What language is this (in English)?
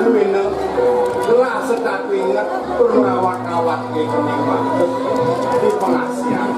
Balinese